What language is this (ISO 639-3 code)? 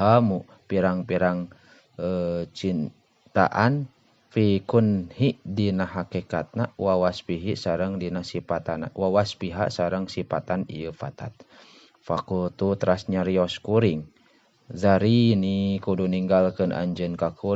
sun